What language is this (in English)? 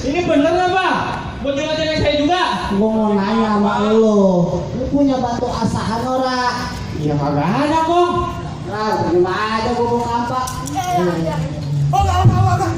Betawi